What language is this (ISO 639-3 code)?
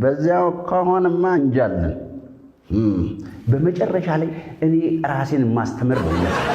amh